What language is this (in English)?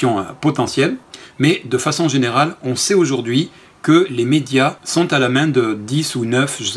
French